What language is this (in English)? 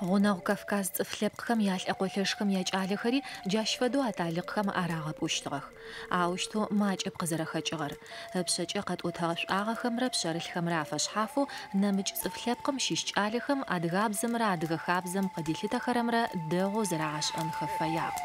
Adyghe